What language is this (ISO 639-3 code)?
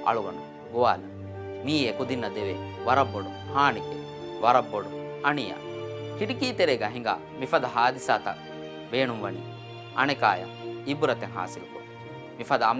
div